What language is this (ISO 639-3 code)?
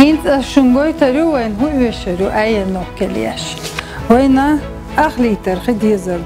che